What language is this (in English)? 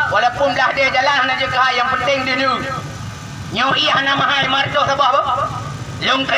Achinese